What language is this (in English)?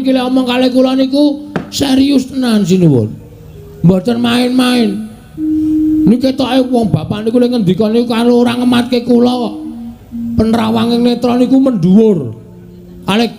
Javanese